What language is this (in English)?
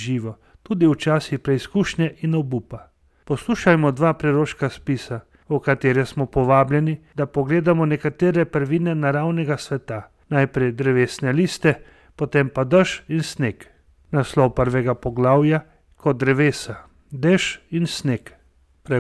Slovenian